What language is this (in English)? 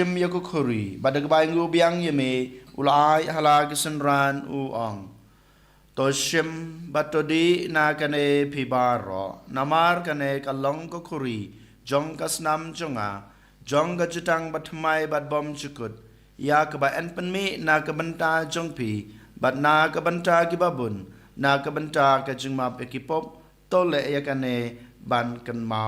Khasi